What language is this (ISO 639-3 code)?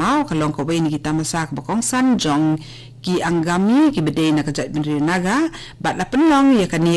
kha